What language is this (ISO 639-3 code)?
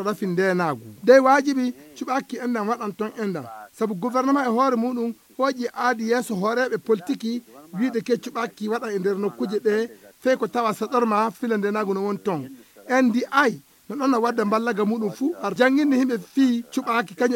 fuv